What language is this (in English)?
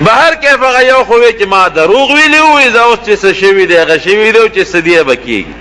Pashto